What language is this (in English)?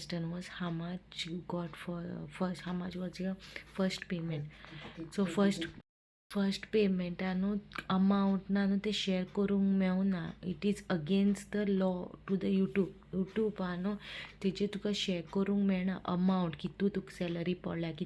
Konkani